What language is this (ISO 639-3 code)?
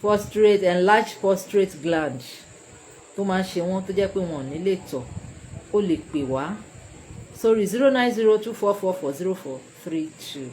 yor